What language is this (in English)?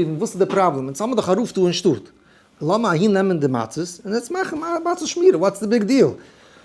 Yiddish